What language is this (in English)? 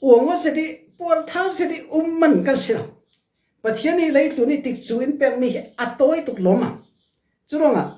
Falam Chin